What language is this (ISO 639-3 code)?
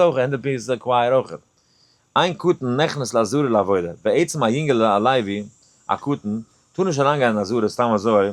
yid